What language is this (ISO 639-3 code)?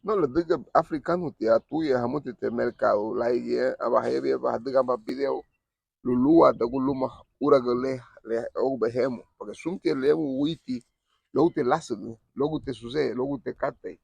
cab